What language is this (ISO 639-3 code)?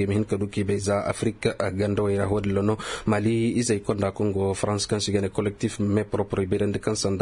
ses